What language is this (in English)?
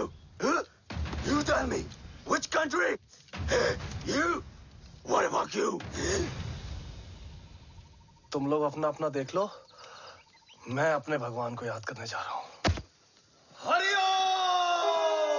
Hindi